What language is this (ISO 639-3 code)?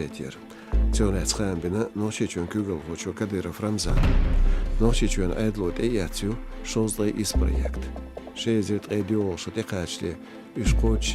che